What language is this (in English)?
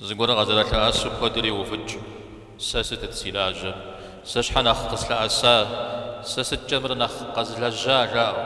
Kabardian